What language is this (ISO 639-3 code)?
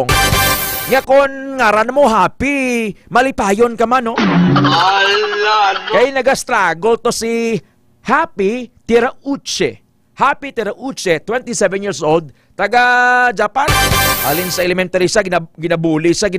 hil